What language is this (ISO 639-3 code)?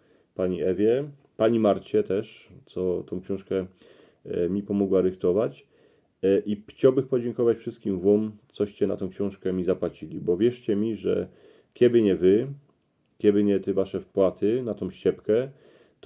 szl